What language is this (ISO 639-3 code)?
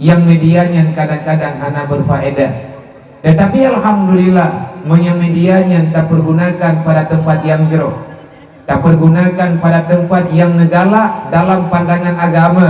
ace